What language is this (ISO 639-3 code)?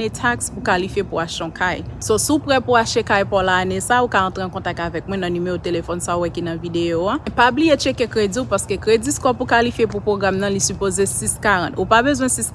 hat